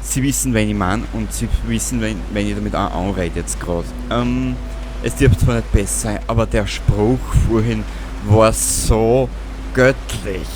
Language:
Bavarian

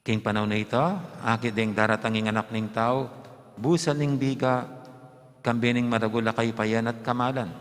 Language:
Pampanga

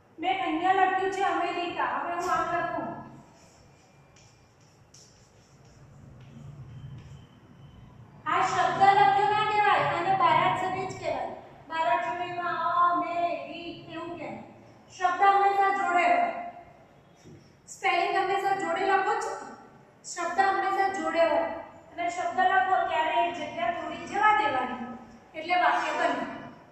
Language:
Gujarati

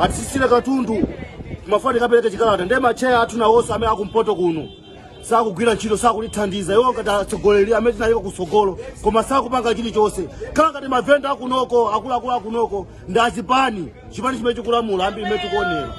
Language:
Nyanja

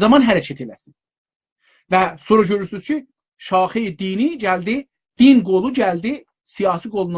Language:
South Azerbaijani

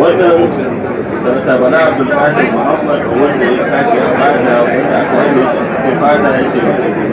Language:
Hausa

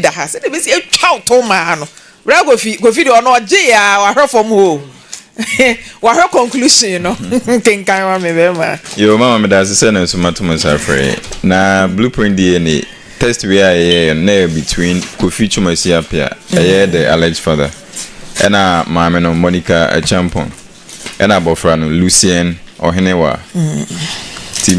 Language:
Akan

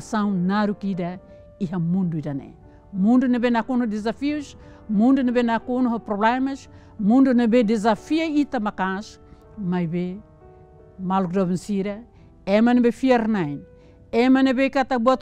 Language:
Tetum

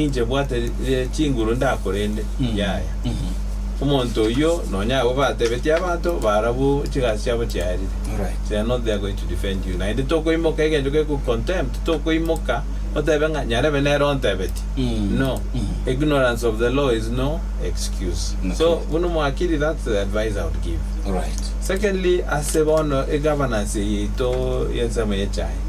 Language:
Gusii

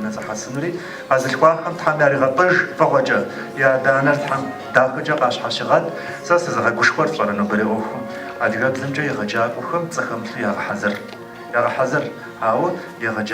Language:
Kabardian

